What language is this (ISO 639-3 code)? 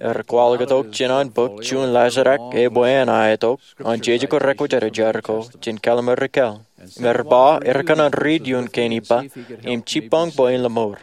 mah